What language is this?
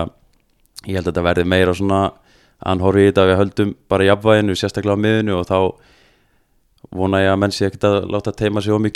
Icelandic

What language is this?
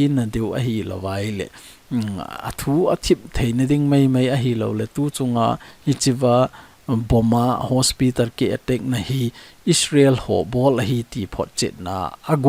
Thado Chin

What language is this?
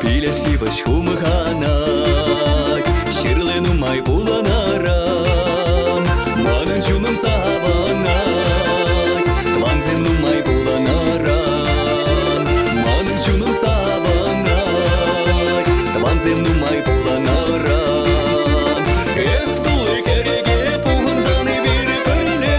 Chuvash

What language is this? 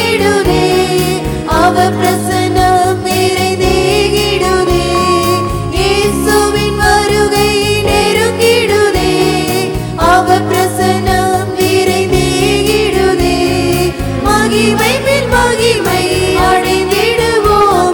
Tamil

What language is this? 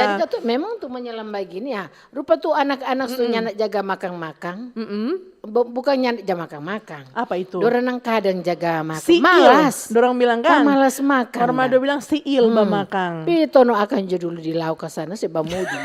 Manado Malay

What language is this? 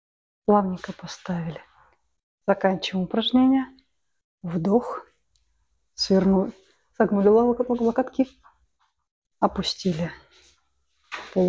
Russian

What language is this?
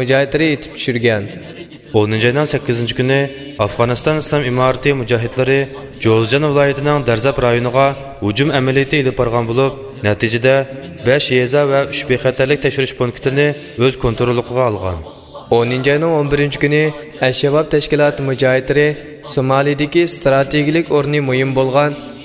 Uyghur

